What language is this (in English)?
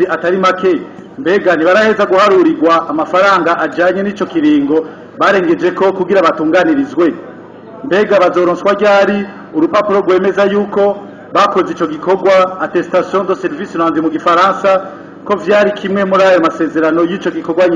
Rundi